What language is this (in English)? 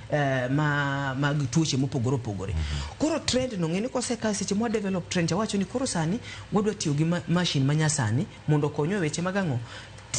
Luo (Kenya and Tanzania)